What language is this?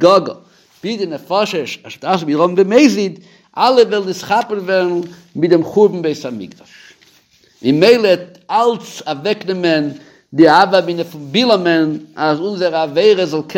Yiddish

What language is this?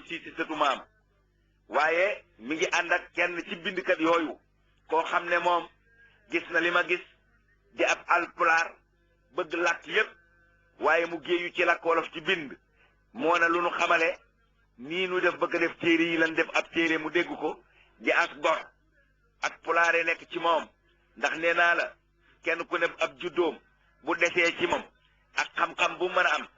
Wolof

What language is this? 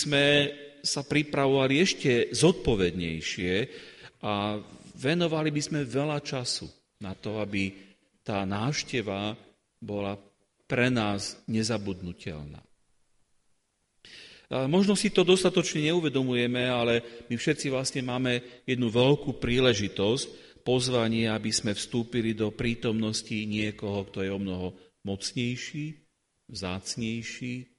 Slovak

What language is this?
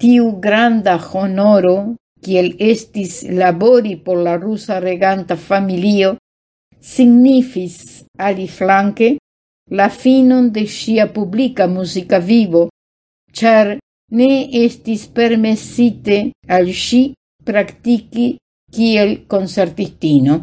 Esperanto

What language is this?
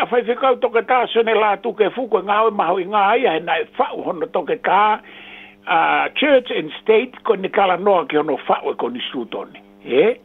Tongan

